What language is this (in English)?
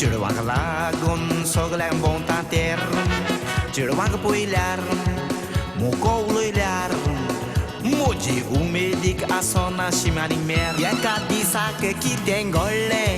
Konkani